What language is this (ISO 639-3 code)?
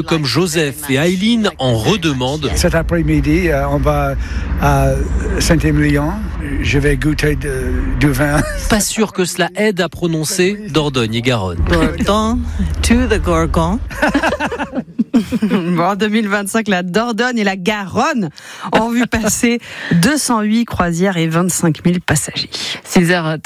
fra